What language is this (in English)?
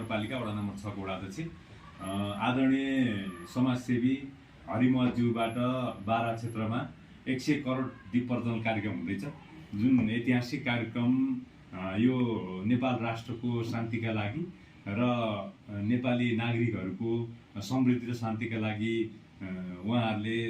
Nepali